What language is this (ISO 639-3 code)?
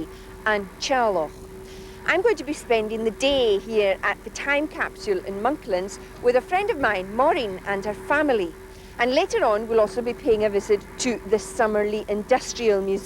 gla